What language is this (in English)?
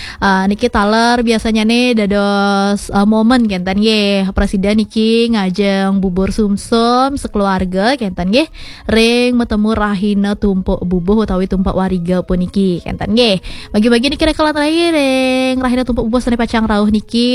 Balinese